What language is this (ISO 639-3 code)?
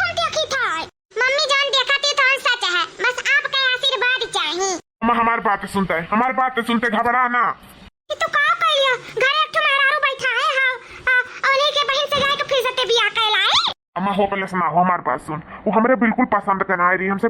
awa